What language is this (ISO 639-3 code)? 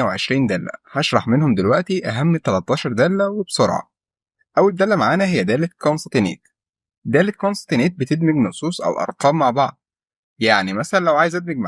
arz